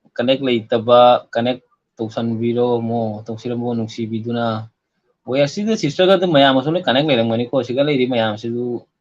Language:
Manipuri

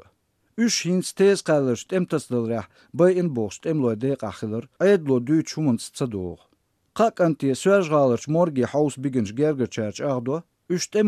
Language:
Chechen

